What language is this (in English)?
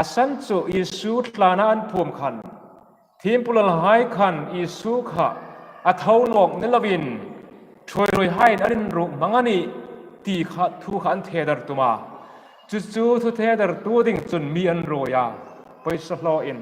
Hmar